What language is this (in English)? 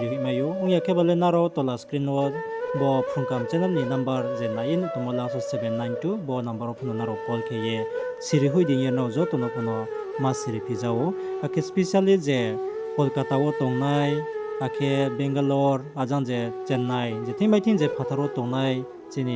Riang (India)